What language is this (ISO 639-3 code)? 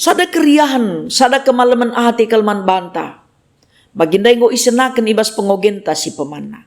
btx